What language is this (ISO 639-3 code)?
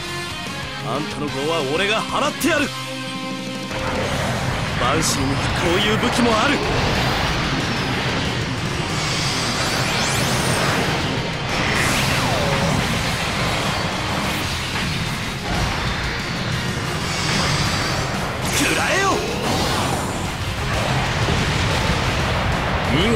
jpn